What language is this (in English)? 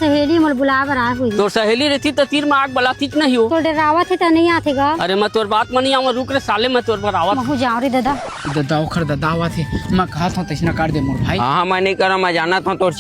Chhattisgarhi